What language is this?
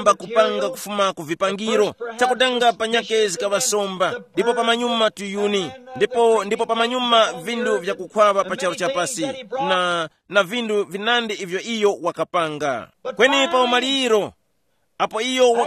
Tumbuka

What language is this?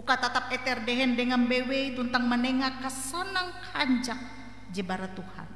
Ngaju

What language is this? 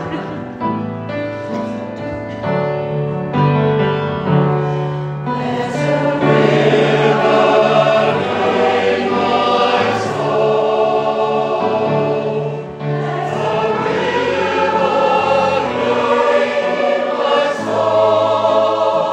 English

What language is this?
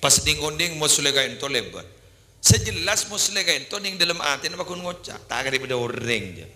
Madurese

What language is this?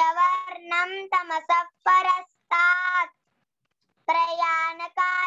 Sanskrit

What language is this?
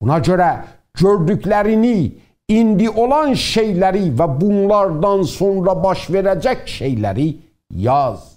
South Azerbaijani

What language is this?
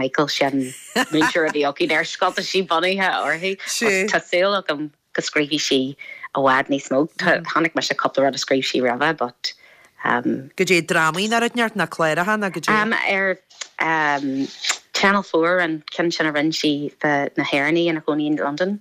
Irish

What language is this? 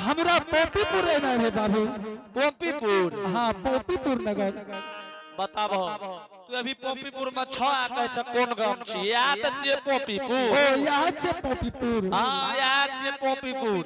Angika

